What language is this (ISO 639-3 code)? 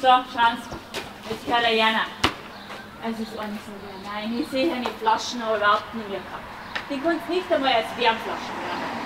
bar